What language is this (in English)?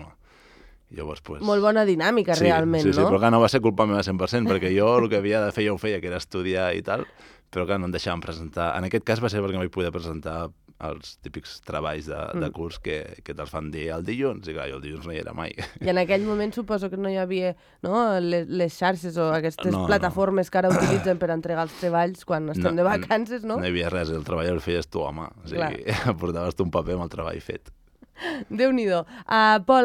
Catalan